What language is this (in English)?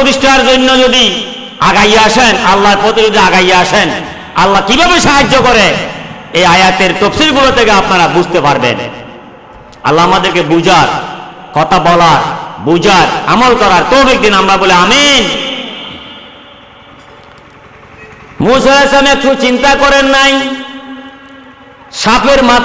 Bangla